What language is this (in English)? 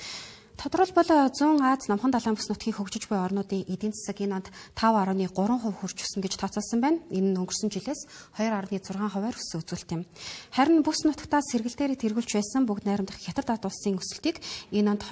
Mongolian